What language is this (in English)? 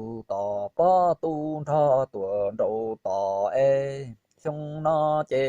Hmong